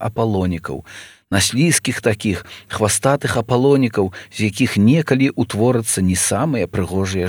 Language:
Belarusian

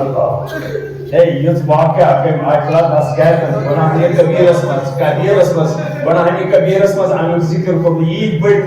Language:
Kashmiri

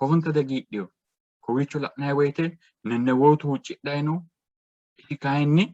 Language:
Sidamo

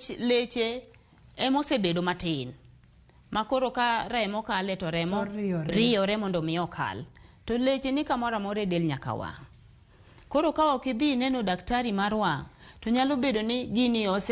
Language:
Luo (Kenya and Tanzania)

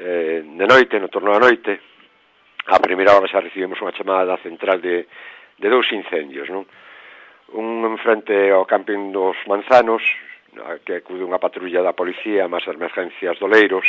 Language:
Galician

